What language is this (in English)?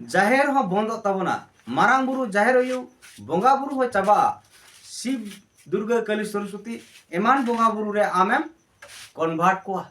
Santali